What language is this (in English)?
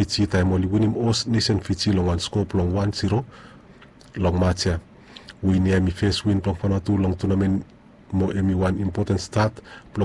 Bislama